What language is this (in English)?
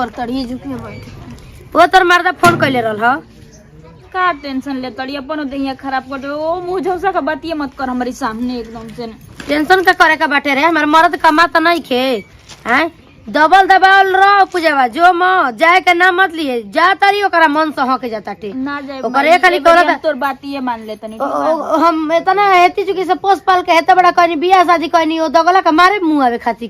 Bhojpuri